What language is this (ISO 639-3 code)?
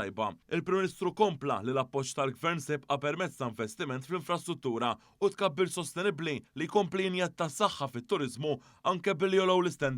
mlt